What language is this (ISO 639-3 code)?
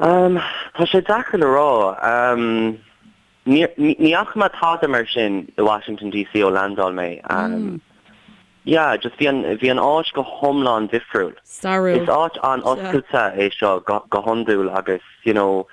gle